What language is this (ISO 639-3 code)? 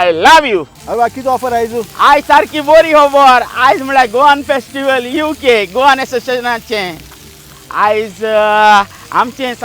kok